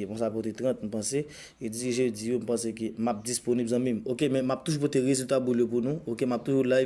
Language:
Haitian Creole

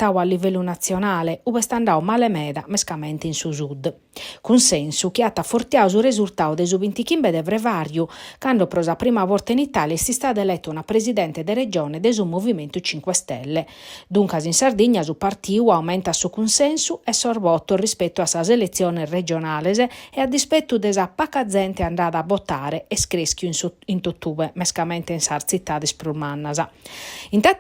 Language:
Sardinian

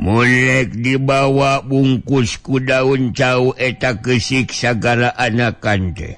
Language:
Sundanese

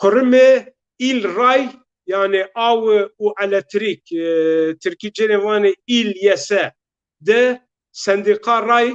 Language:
Zaza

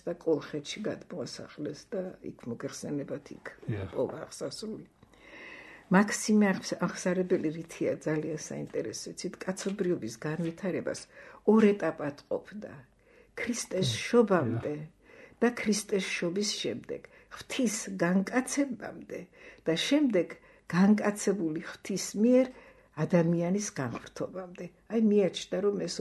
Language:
Georgian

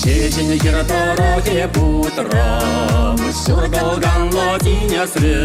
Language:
Chuvash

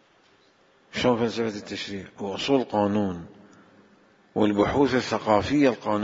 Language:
Arabic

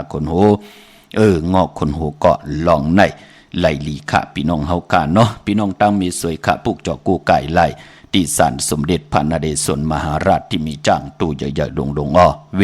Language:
Shan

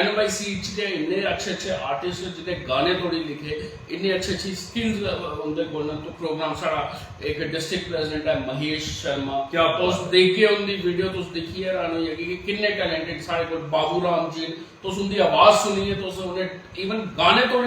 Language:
Dogri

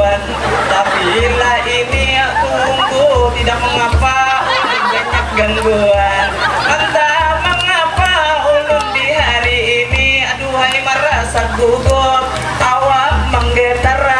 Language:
Banjar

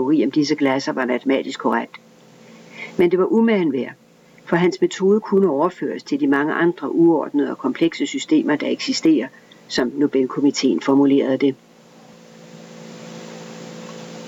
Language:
Danish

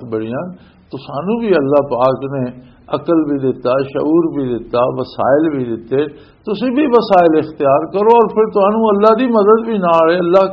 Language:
Western Panjabi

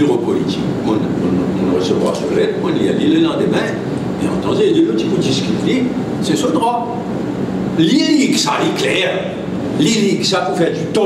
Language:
Morisyen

